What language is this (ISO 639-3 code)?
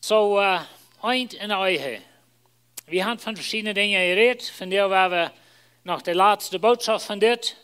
pdt